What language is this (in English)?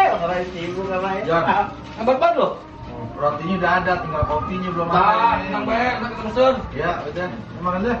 Betawi